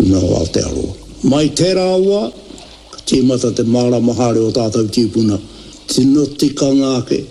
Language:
Māori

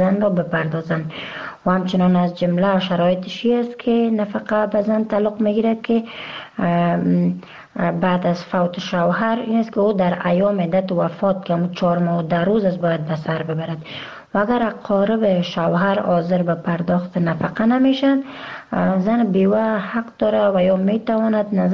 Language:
Persian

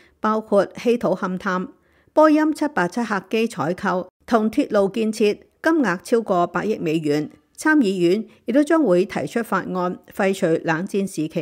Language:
Cantonese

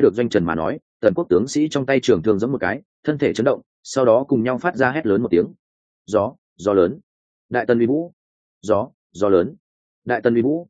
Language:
Vietnamese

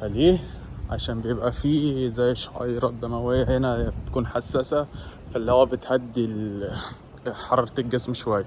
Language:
Egyptian Arabic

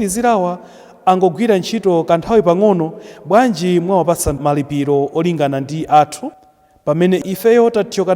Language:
Nyanja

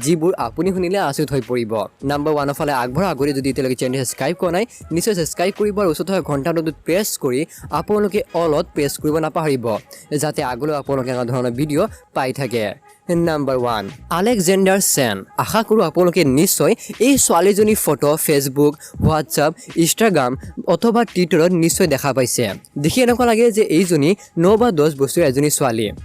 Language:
Assamese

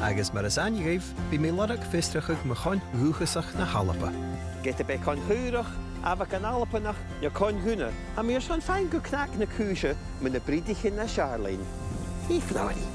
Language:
Scottish Gaelic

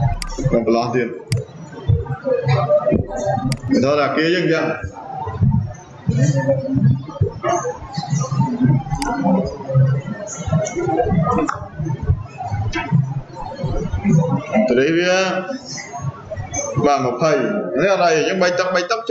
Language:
Vietnamese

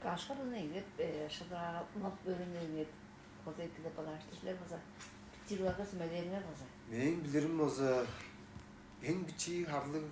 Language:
Tuvinian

